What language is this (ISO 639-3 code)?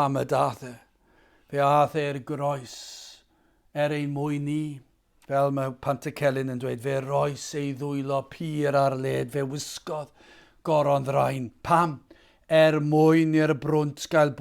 cym